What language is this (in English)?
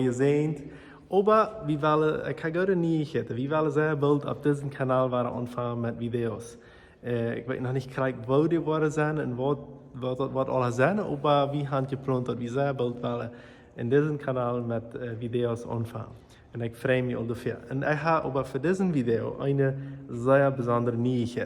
Plautdietsch